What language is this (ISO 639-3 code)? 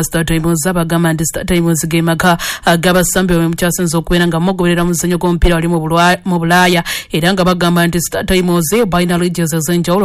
lug